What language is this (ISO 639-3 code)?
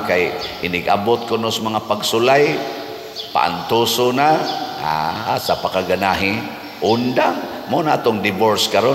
ceb